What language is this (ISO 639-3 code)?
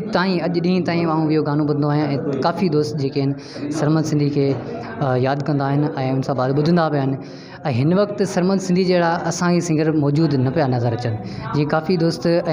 snd